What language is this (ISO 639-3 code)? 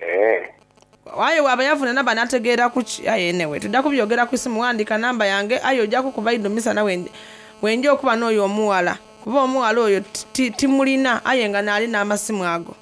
xog